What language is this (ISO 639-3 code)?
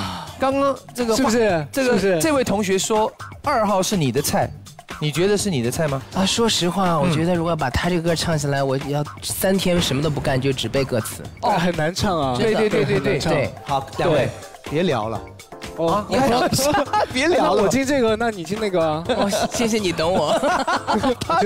zho